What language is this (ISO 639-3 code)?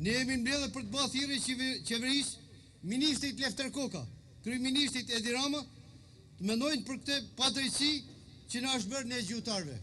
sqi